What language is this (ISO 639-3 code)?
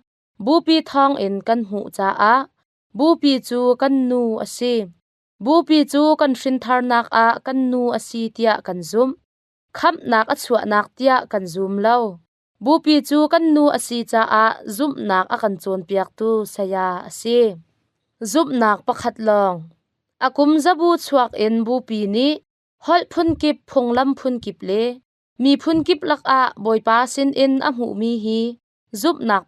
cnh